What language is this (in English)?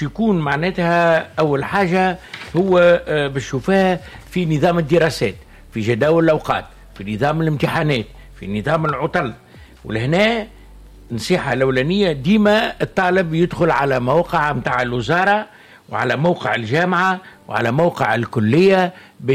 Tunisian Arabic